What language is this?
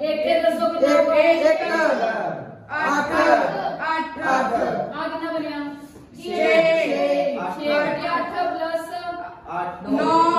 Punjabi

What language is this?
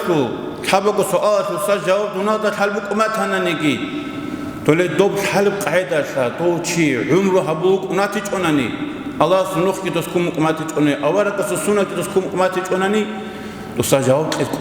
Avaric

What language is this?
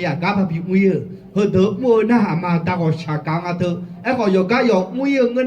Akha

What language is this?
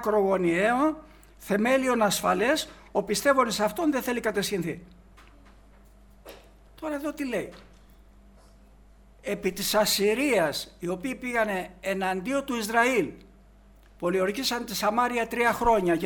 Greek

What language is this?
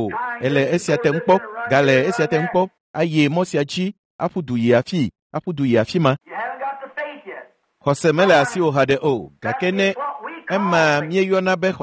Ewe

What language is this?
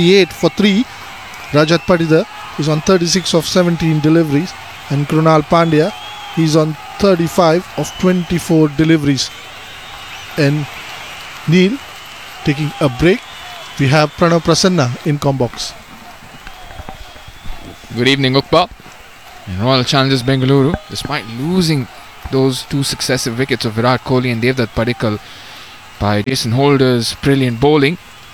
English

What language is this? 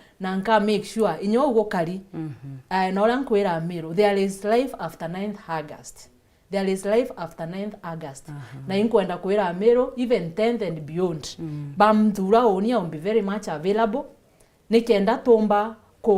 Meru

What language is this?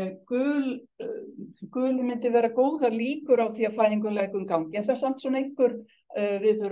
Icelandic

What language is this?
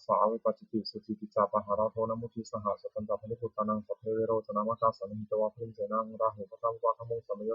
Pali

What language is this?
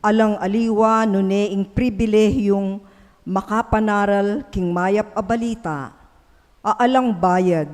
Pampanga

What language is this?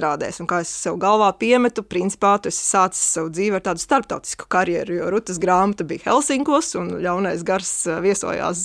Latvian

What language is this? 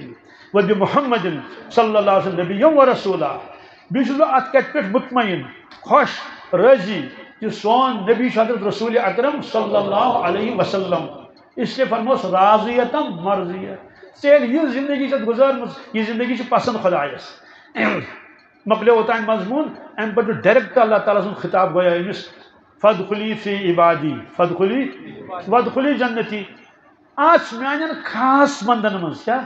Kashmiri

